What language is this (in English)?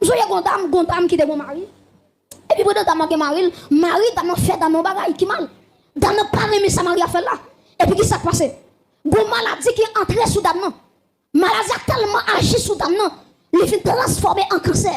Haitian Creole